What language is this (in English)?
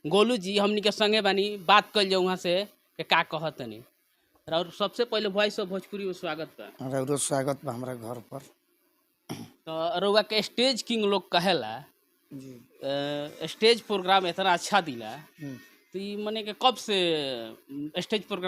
Bhojpuri